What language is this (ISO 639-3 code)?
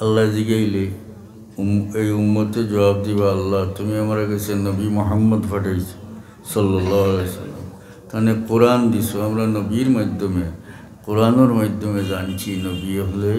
syl